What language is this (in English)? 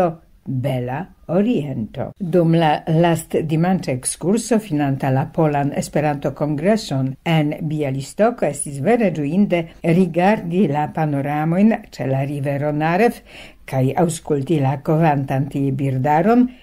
Esperanto